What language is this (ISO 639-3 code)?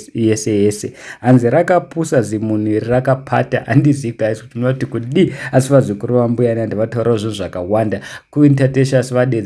sna